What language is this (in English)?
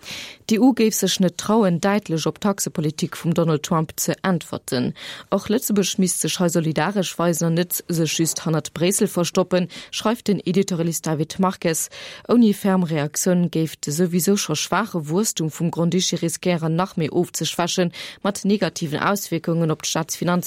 Luxembourgish